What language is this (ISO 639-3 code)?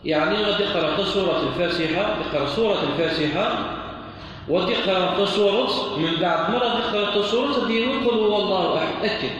kab